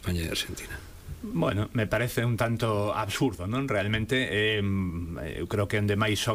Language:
Galician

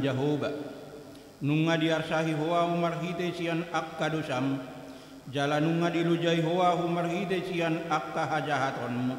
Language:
Batak Toba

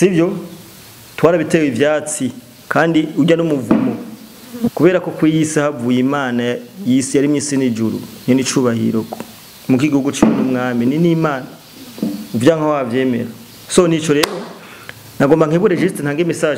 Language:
Rundi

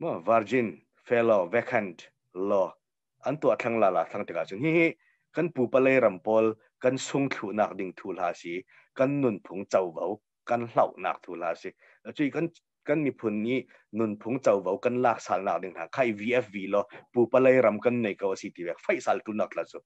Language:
Hakha Chin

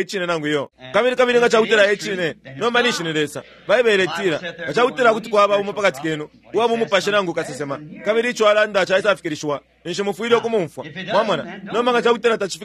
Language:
Bemba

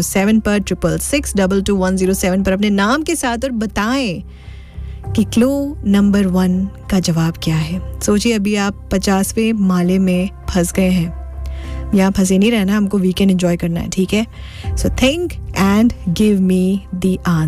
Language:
Hindi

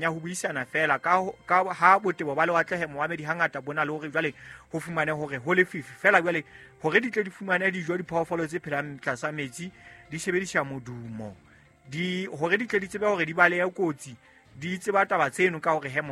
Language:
Southern Sotho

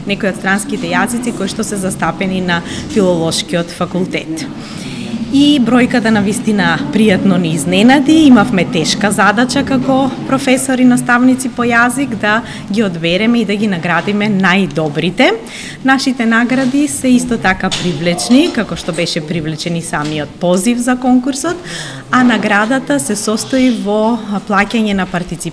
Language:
Macedonian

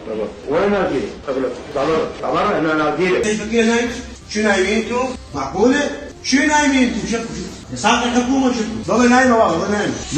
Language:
Mesopotamian Arabic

